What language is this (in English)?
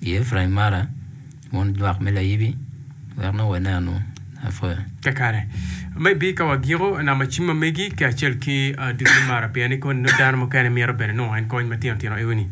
Acoli